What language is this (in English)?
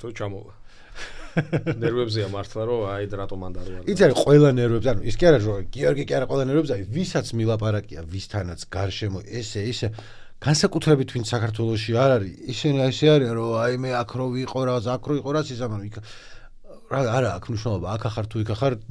Georgian